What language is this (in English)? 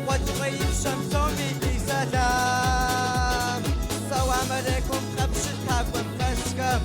Kabardian